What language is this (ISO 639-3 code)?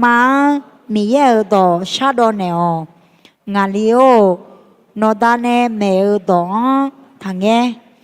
ahk